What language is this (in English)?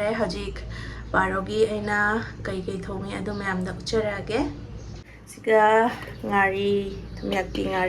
Manipuri